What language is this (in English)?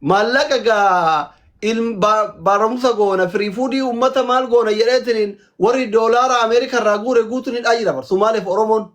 Oromo